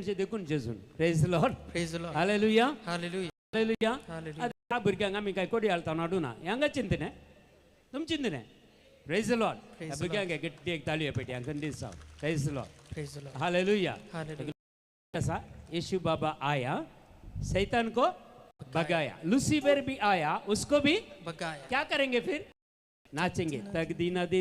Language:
Konkani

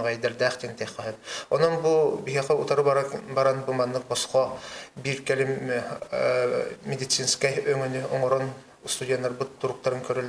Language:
Yakut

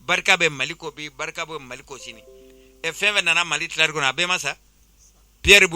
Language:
Bambara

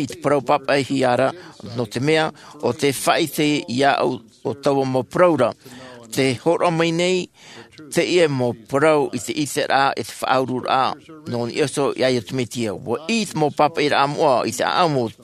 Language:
Tahitian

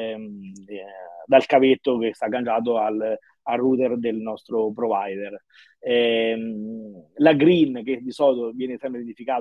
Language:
Italian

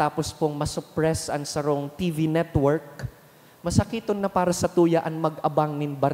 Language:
Bikol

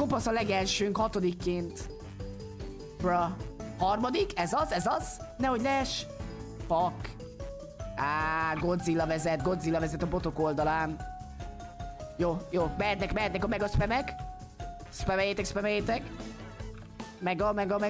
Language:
Hungarian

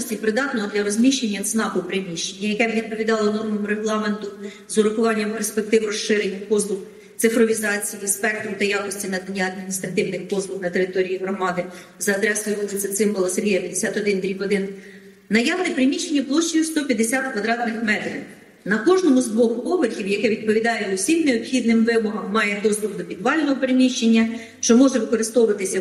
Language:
Ukrainian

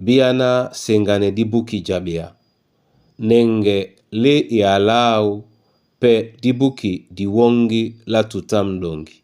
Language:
Duala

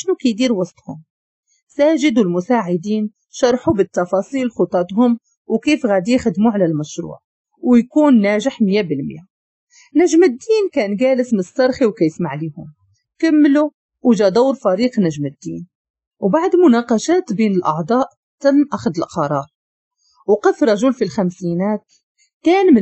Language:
Moroccan Arabic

